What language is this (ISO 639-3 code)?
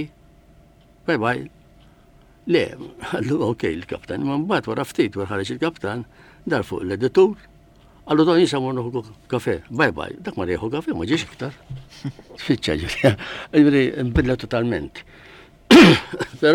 mlt